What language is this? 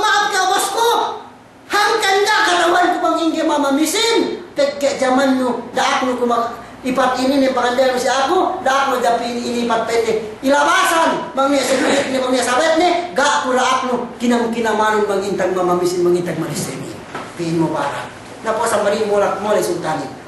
Yakan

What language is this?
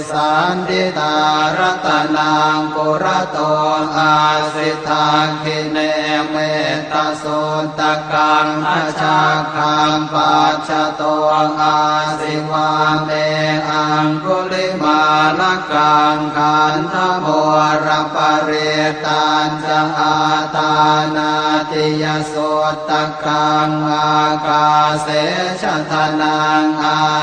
Pali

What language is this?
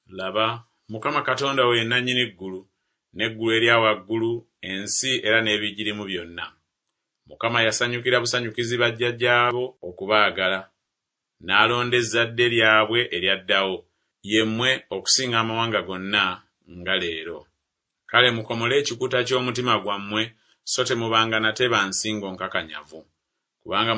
Ganda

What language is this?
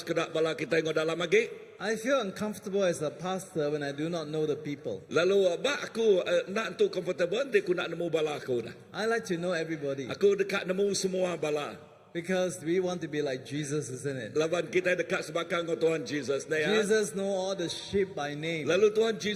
Iban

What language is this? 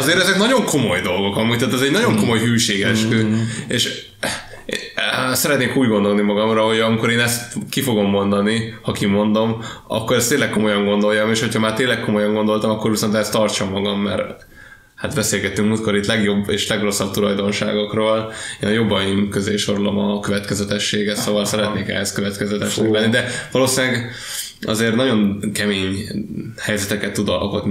Hungarian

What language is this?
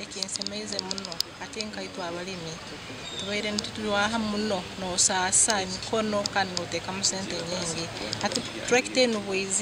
Nyankole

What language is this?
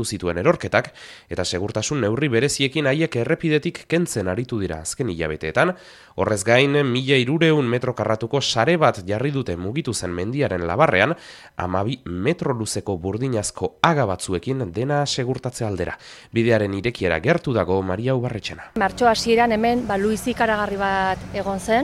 Basque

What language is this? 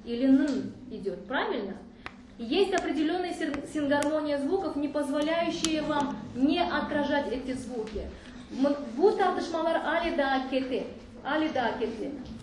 Crimean Tatar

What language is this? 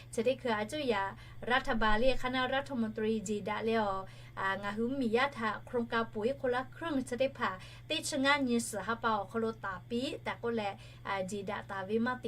Lahu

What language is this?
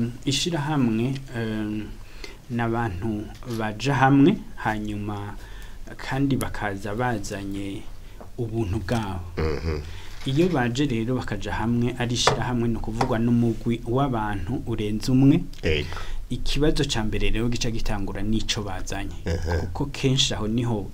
Rundi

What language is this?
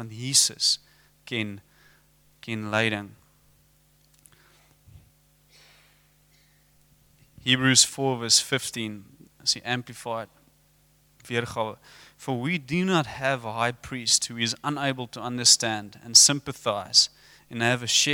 Afrikaans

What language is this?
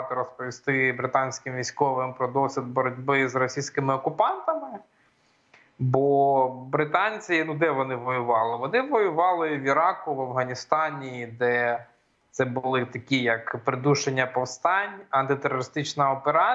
Ukrainian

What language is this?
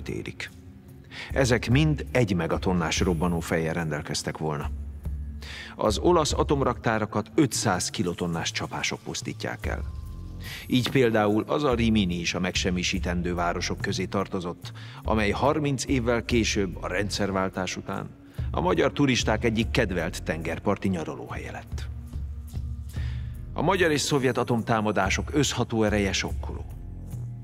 Hungarian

